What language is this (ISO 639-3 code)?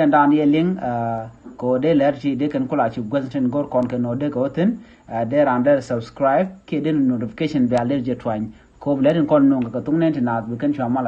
nus